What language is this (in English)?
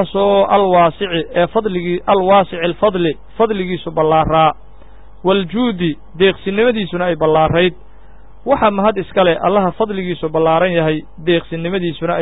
Somali